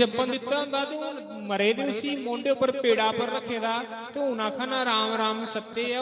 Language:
Dogri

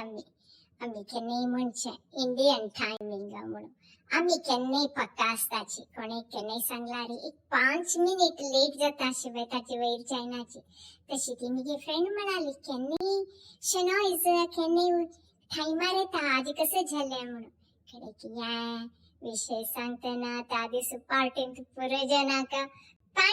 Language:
Konkani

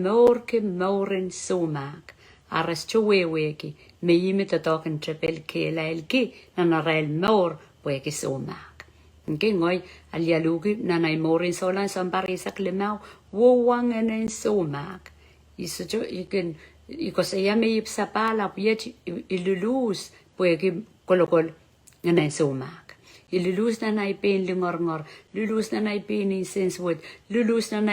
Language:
Pohnpeian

